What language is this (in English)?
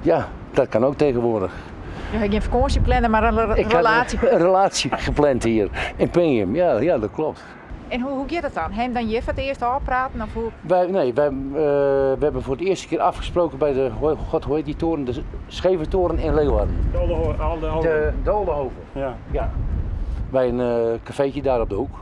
Western Frisian